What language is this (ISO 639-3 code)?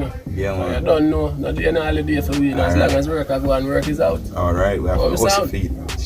jam